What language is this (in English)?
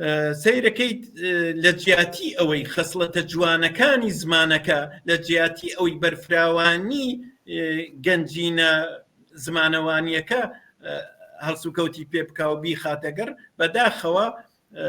Central Kurdish